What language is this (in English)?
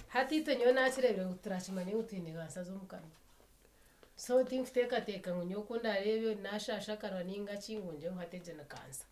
Nyankole